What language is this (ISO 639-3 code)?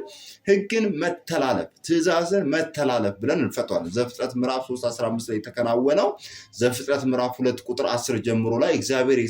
amh